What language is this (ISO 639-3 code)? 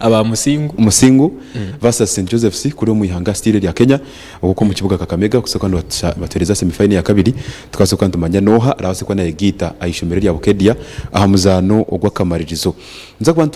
nyn